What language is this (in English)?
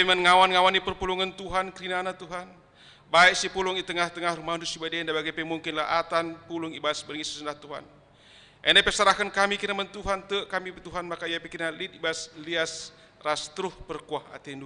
Batak Karo